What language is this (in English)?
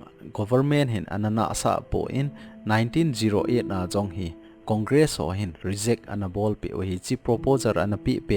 Thado Chin